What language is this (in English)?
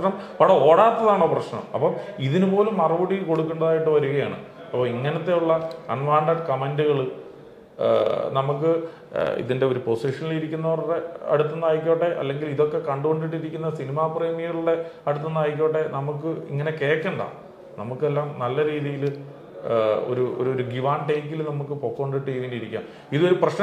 Malayalam